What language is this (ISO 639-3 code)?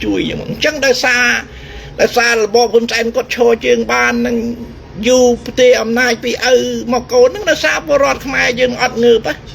khm